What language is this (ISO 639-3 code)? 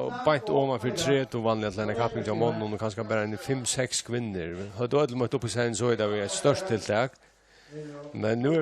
fao